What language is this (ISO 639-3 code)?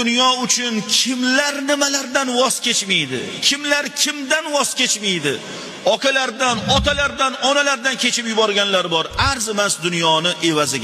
uzb